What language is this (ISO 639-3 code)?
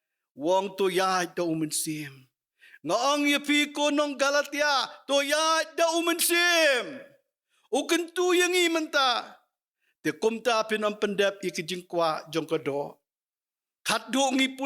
kha